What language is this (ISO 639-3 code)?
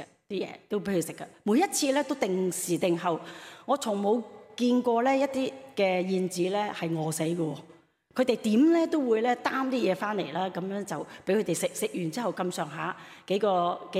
yue